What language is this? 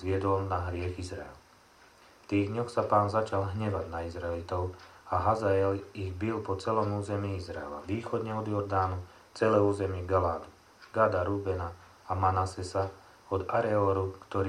Slovak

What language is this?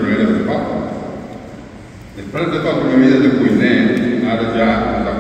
Catalan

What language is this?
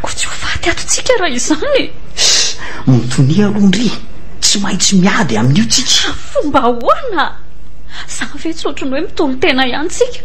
Malagasy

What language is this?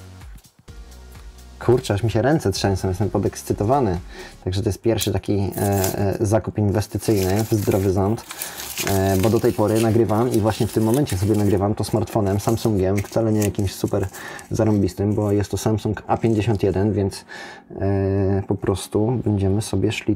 Polish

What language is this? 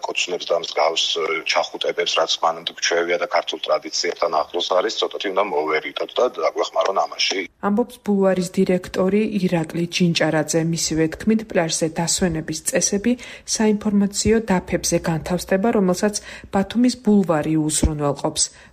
Georgian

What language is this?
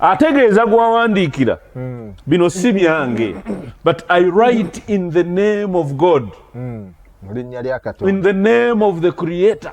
Ganda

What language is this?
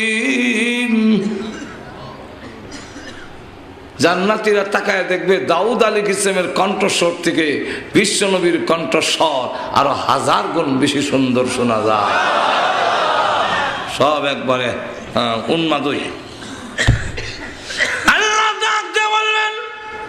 Bangla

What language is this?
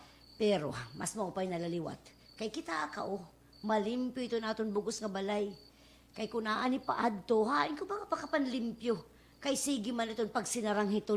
Waray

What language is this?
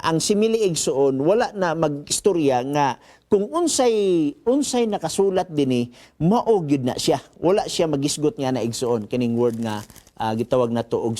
Cebuano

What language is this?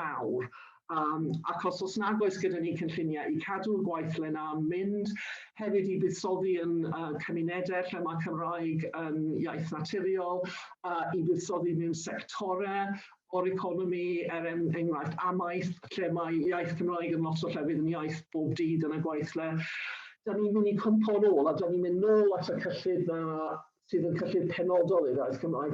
Welsh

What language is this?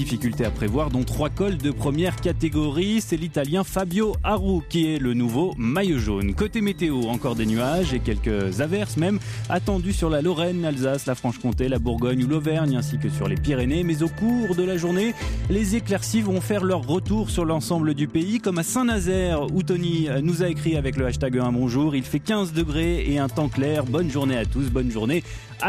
French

